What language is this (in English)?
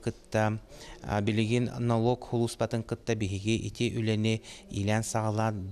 Yakut